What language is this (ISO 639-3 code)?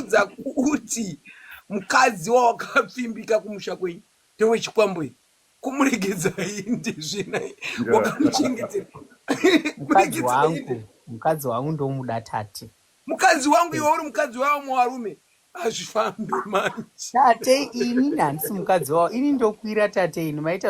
sna